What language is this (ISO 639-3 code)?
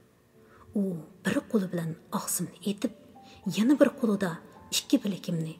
uig